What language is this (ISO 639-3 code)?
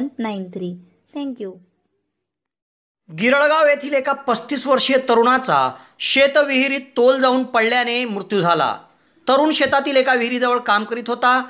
mar